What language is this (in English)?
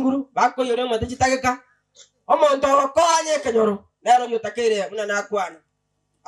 Gusii